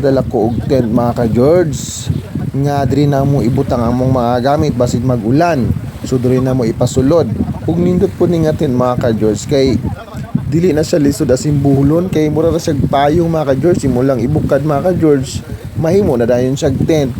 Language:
Cebuano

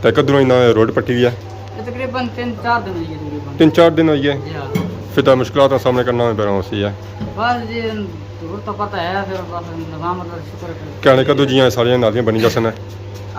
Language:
Pahari-Potwari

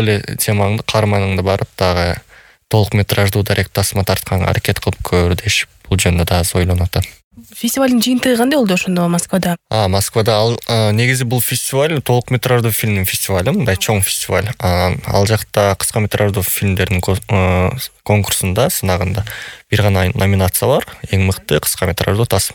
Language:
Kyrgyz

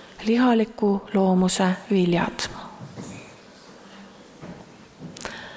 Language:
Estonian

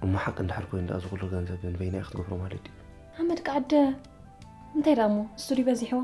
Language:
Tigrinya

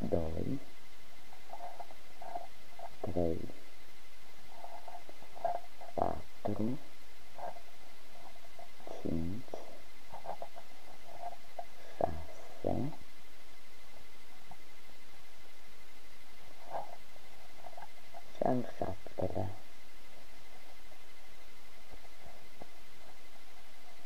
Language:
Romanian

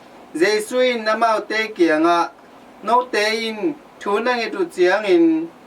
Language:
Tedim Chin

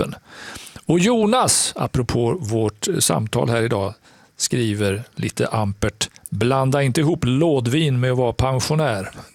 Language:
Swedish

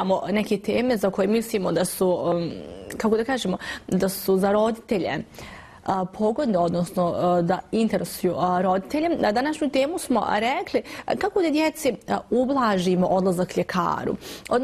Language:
Bosnian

